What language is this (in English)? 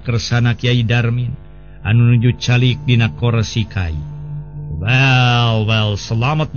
Sundanese